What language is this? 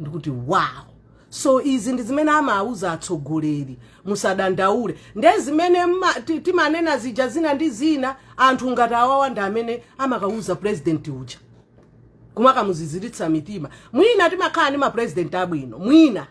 Nyanja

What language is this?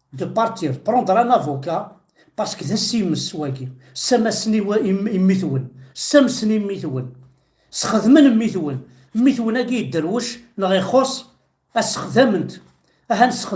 Kabyle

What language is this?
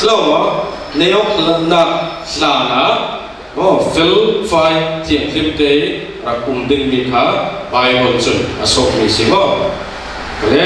Falam Chin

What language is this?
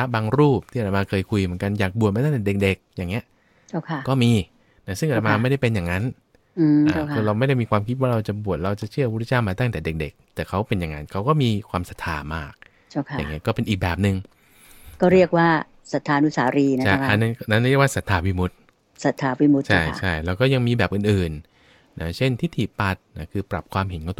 Thai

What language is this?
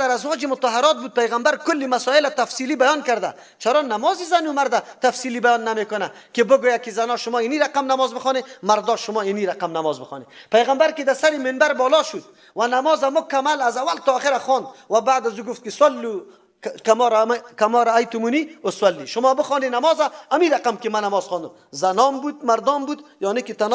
Persian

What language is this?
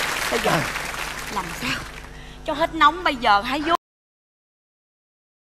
Vietnamese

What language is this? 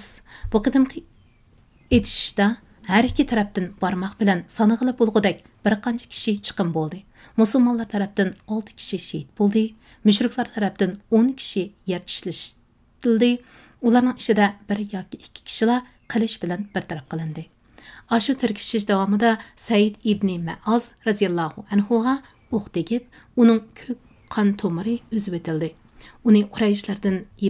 Uyghur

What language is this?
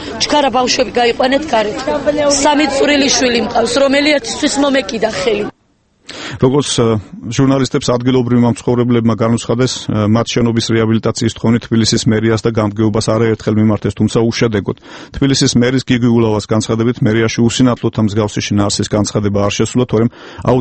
Georgian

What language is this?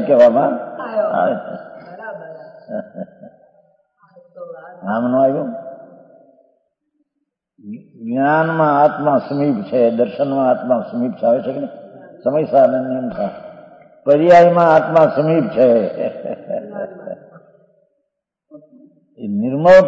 Gujarati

